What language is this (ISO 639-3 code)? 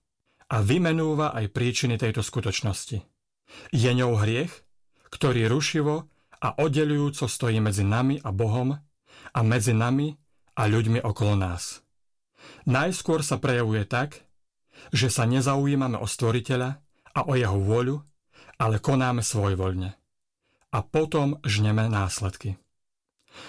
slk